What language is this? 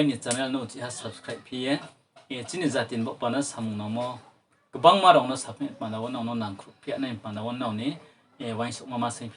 Riang (India)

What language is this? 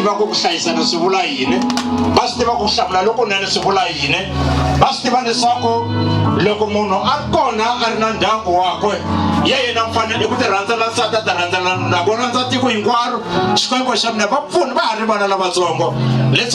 Tsonga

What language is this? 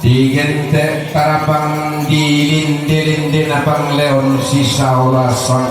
Toraja-Sa'dan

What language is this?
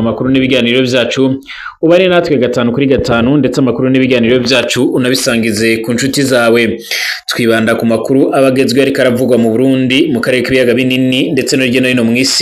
Rundi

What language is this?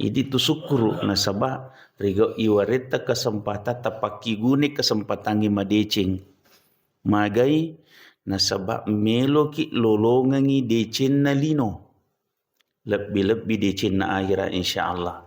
Buginese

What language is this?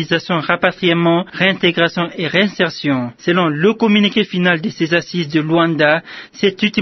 French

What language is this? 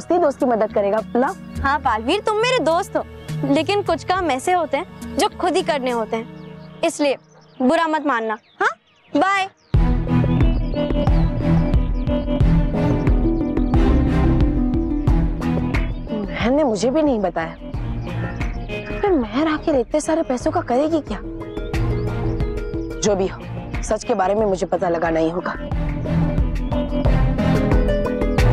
Hindi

